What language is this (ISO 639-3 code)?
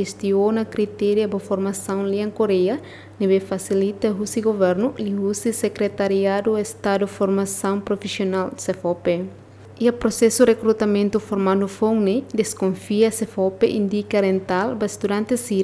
tet